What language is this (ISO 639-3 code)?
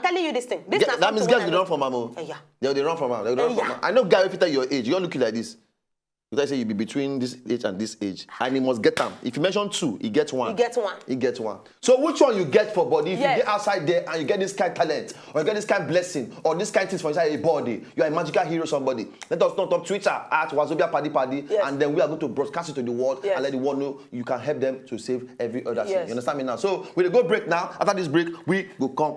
pcm